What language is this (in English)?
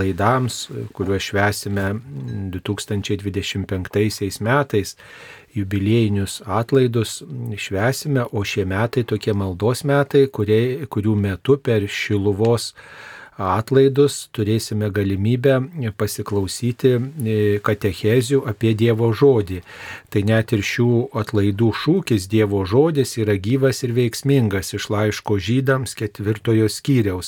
Lithuanian